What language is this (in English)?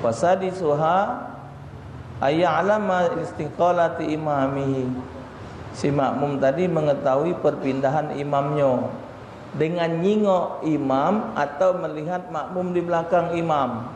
Musi